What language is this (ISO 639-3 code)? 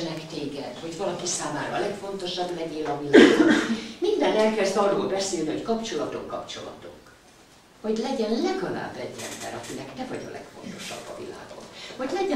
hun